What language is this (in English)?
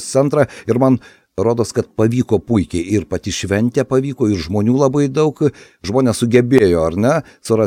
Lithuanian